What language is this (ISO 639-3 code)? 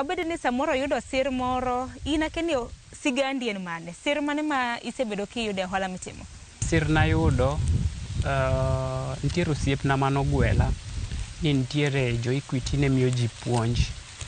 luo